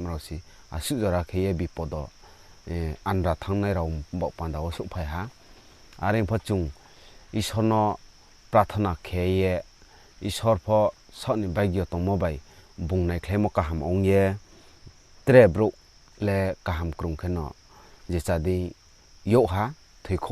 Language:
Riang (India)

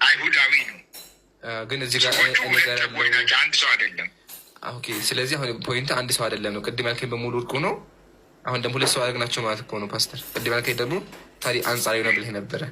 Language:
Amharic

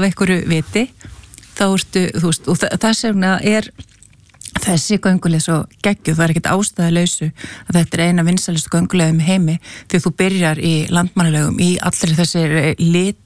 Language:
Icelandic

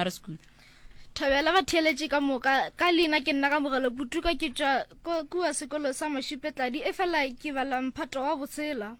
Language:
Northern Sotho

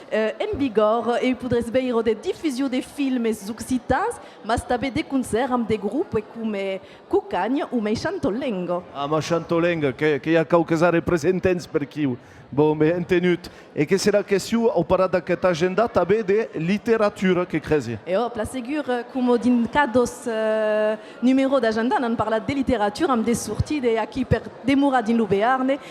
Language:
Occitan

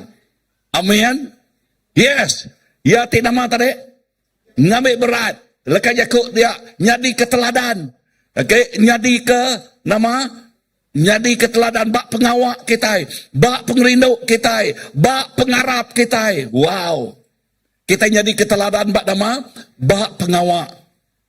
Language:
Iban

